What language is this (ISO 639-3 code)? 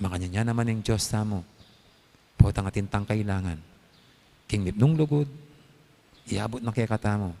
pam